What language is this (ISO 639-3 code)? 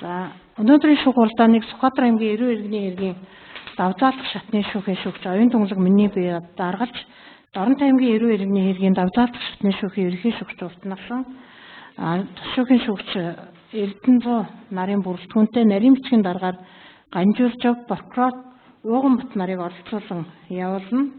mon